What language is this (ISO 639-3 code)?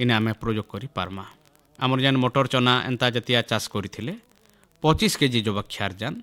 ori